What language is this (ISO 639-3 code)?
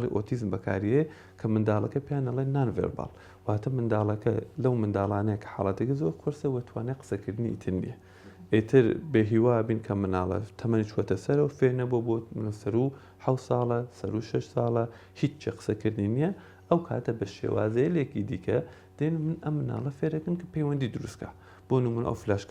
ckb